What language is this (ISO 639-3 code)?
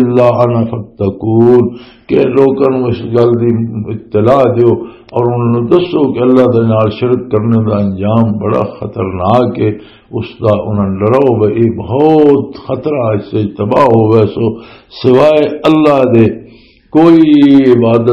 lah